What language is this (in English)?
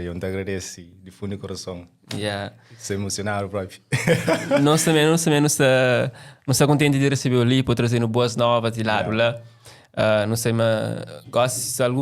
Kabuverdianu